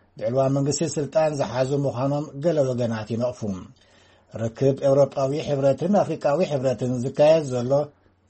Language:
Tigrinya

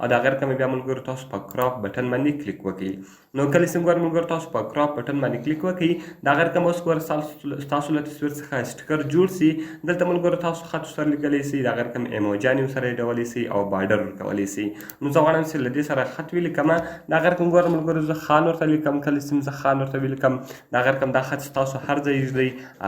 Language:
Pashto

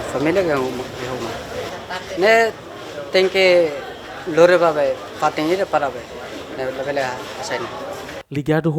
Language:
Tetum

